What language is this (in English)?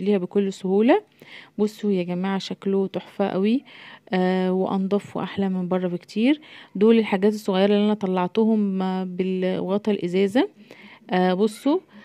Egyptian Arabic